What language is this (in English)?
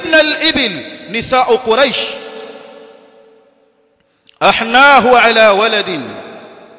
Swahili